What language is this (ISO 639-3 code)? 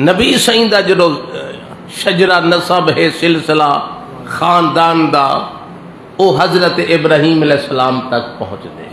skr